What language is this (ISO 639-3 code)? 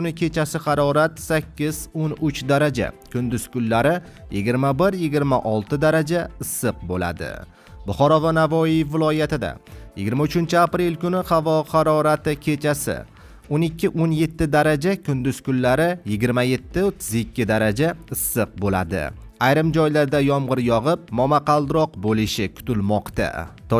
uzb